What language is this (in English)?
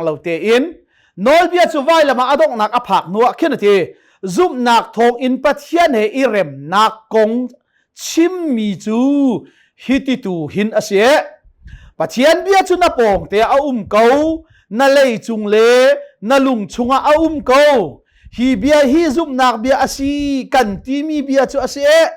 Hakha Chin